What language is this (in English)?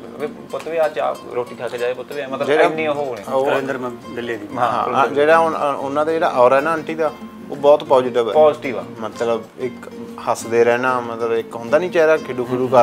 Punjabi